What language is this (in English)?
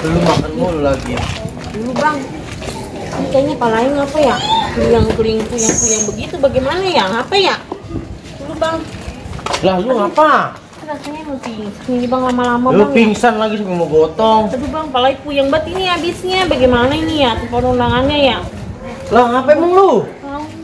Betawi